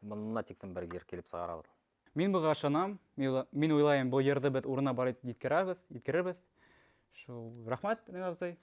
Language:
Bashkir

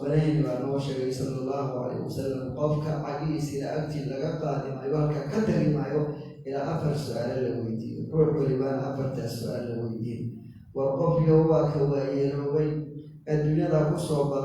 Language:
Somali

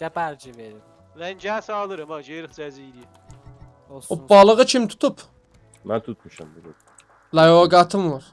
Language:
South Azerbaijani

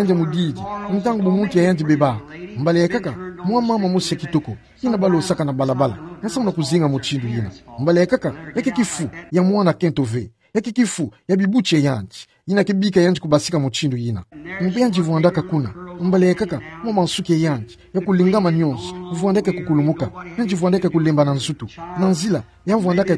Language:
Kituba (Democratic Republic of Congo)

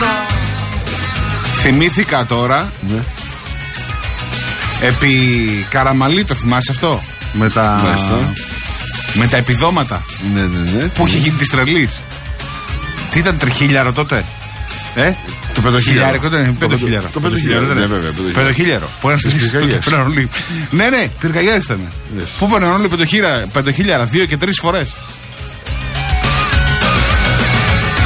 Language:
Greek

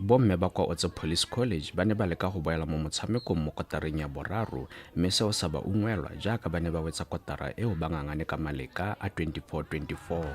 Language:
Tswana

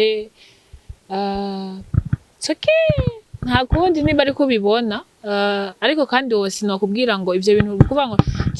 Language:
Rundi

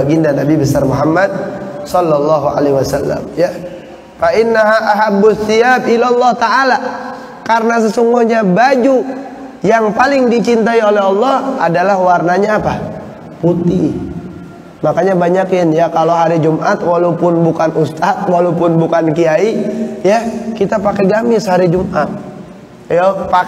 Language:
Indonesian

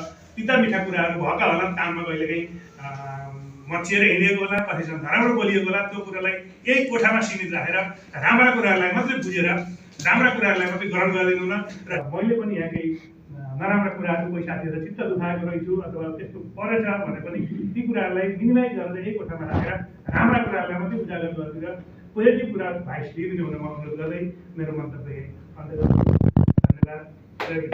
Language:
Nepali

